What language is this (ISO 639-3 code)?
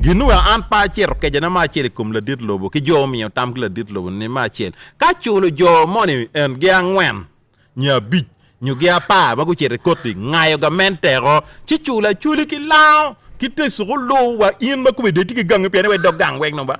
ach